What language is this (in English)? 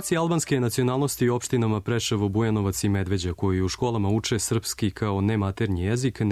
Serbian